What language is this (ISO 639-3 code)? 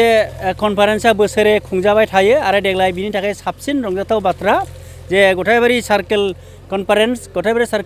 brx